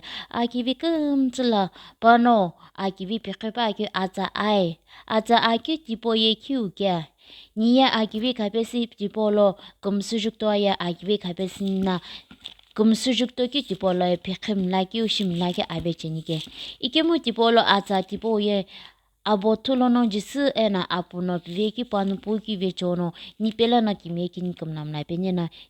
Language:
Sumi Naga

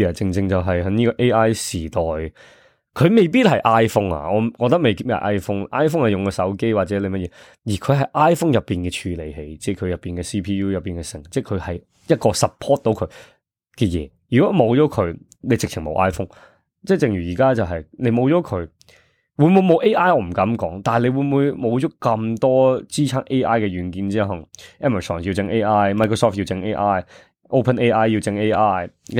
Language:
Cantonese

